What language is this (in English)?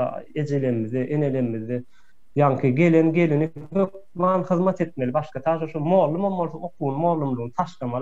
Turkmen